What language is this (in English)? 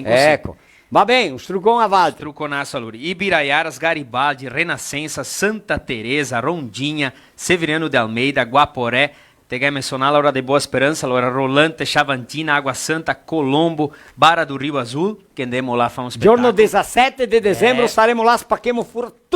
Venetian